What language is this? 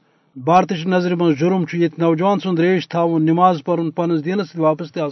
Kashmiri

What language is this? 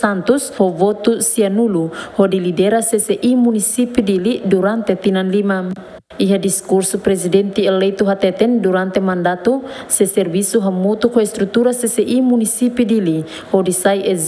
Tetum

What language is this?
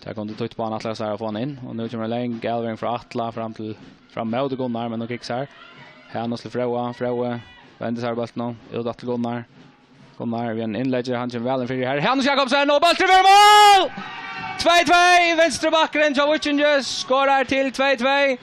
Faroese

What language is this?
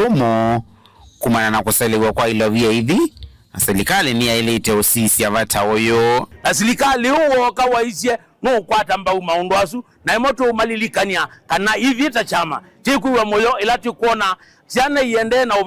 Kamba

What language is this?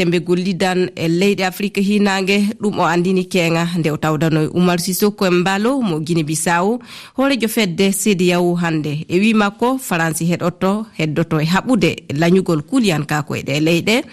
Fula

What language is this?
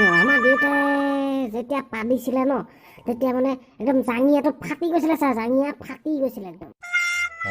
Assamese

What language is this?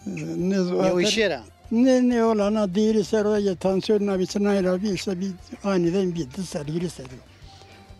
Zaza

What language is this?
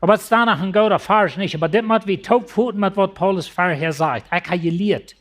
Plautdietsch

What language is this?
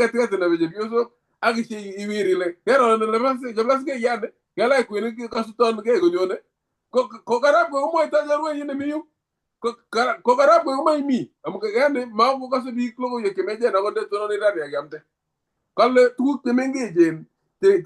Kalenjin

